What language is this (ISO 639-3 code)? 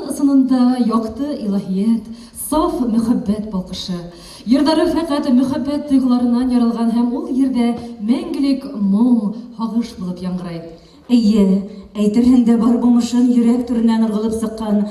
bak